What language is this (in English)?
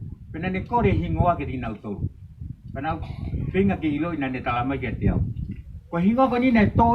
Tongan